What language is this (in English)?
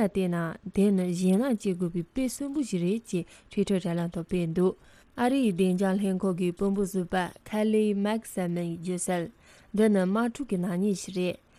Tibetan